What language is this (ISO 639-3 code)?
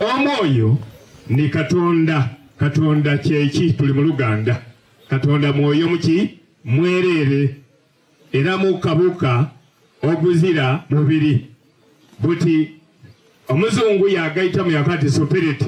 xog